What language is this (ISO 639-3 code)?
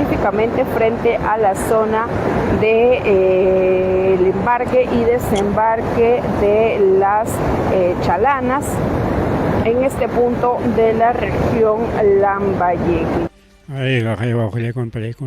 quy